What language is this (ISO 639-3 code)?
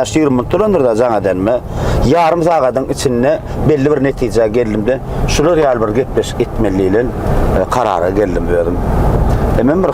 tuk